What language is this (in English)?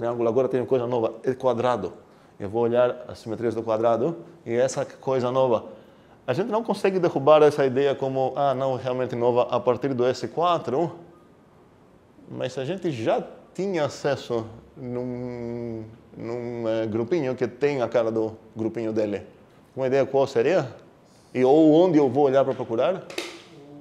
Portuguese